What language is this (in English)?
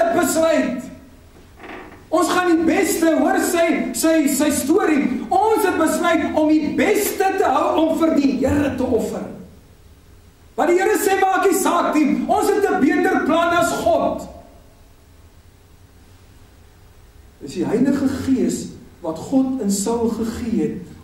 Afrikaans